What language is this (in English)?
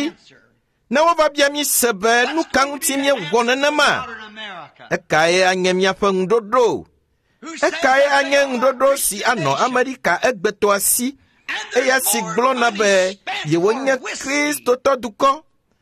Ewe